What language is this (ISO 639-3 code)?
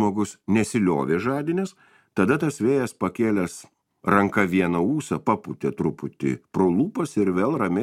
lit